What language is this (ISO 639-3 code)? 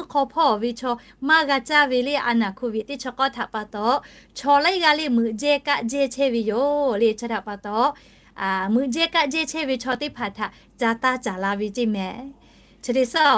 lhu